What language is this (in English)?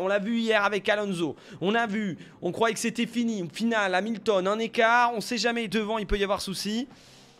French